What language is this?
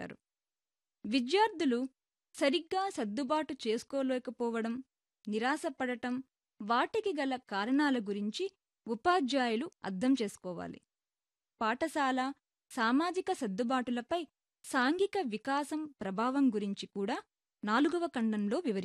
Telugu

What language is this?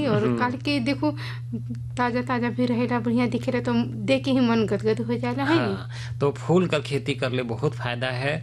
Bhojpuri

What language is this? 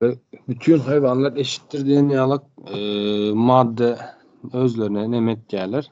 Turkmen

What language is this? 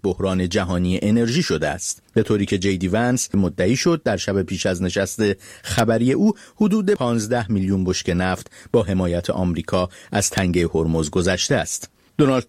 Persian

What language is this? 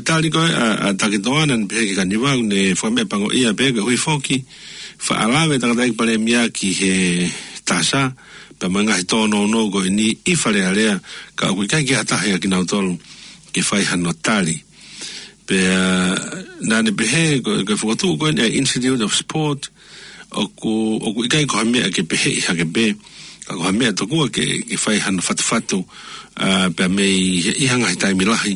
Tongan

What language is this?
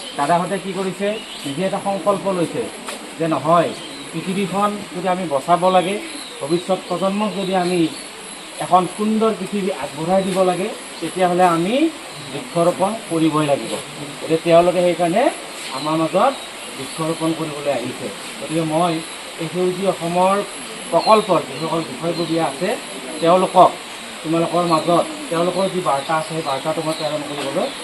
Assamese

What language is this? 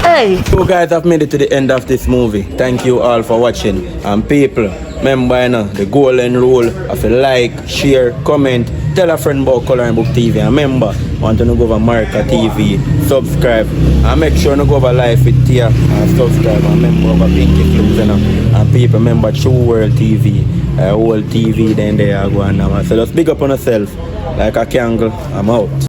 Jamaican Creole English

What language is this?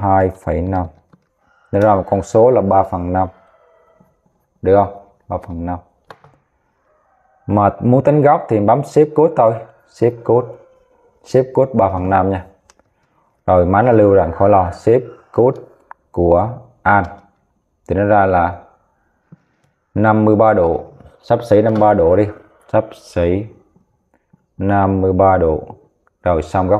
Vietnamese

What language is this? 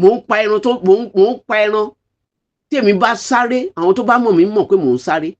Yoruba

